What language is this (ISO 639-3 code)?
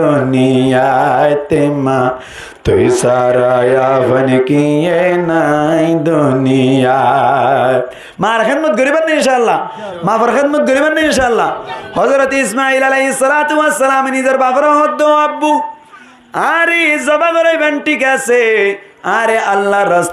rhg